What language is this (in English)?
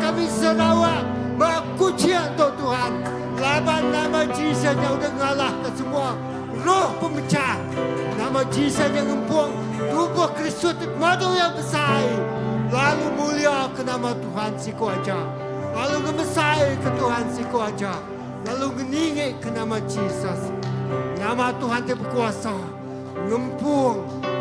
Iban